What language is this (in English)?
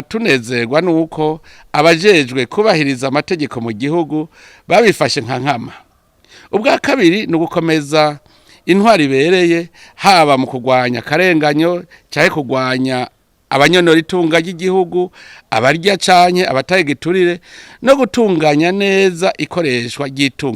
Rundi